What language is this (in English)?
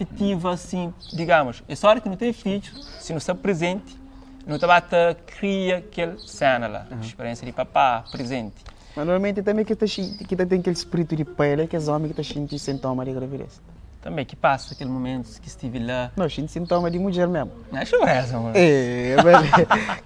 Kabuverdianu